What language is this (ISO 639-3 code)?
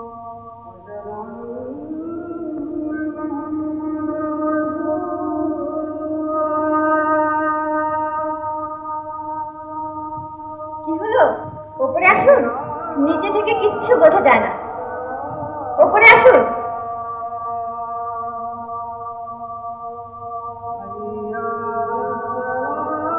ben